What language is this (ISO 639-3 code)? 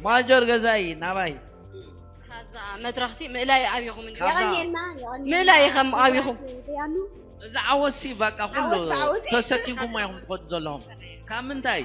tir